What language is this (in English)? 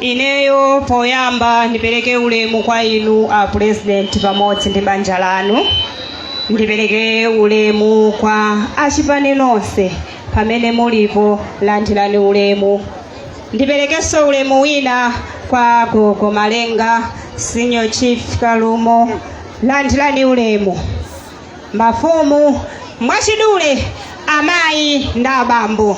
Nyanja